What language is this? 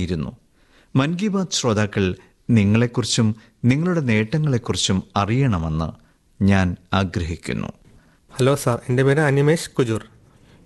Malayalam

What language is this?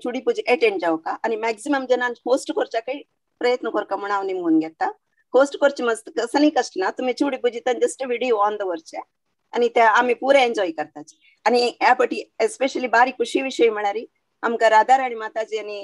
Konkani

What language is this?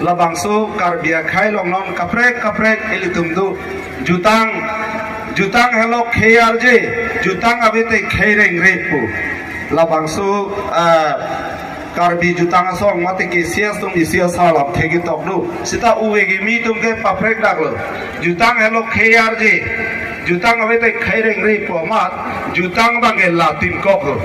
Karbi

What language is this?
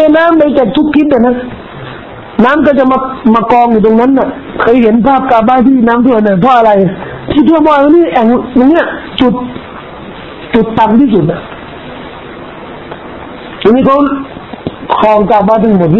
Thai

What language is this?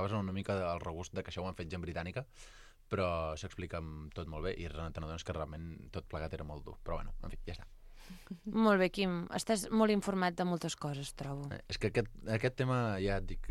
Catalan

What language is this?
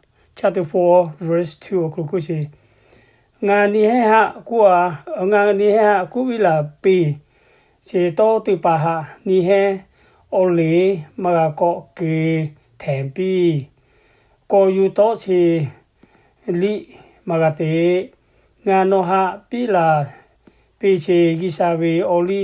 Lahu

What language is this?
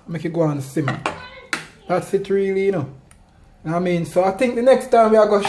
Jamaican Creole English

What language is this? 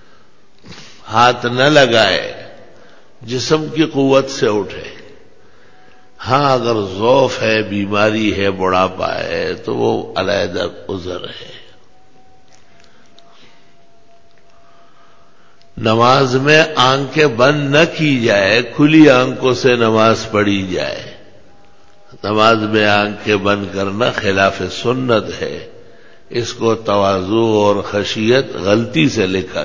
Urdu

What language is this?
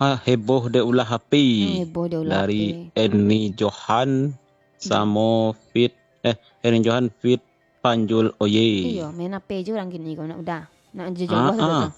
Minangkabau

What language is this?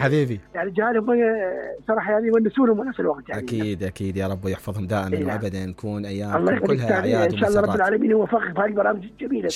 Mesopotamian Arabic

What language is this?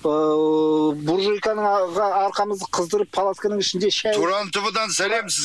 Kazakh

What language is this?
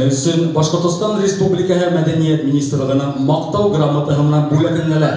Bashkir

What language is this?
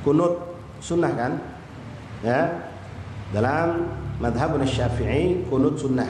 Musi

